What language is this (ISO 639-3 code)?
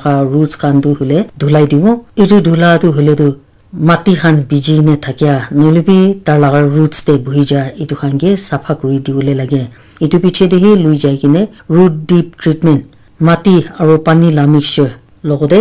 nag